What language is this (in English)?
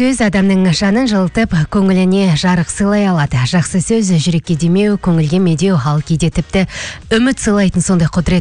Kazakh